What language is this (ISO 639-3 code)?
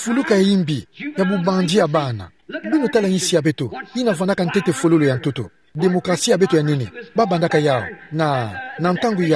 ktu